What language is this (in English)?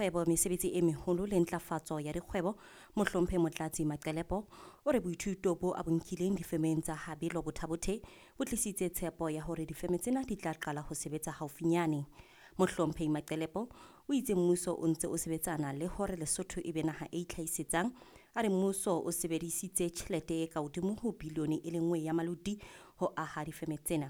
Southern Sotho